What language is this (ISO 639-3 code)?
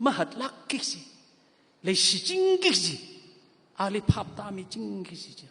nmf